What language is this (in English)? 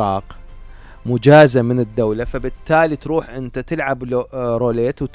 Mesopotamian Arabic